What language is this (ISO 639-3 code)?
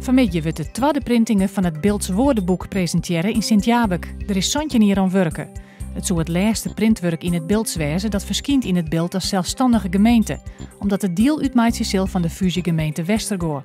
fry